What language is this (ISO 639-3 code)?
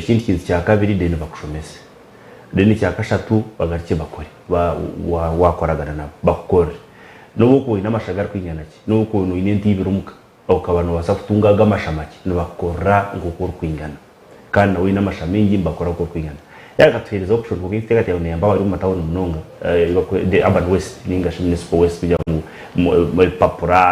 nyn